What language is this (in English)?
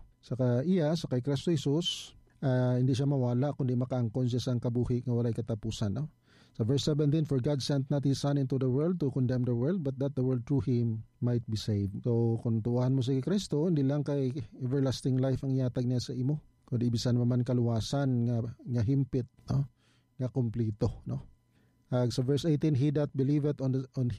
Hiligaynon